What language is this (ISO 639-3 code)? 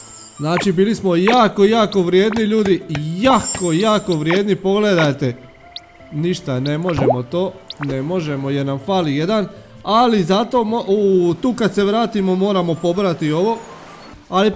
hrv